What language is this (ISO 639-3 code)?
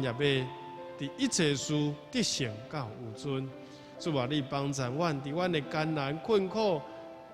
nan